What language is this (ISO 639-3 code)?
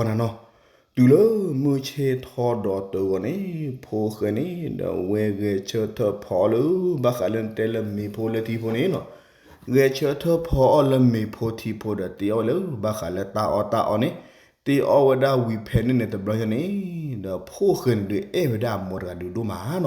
ksw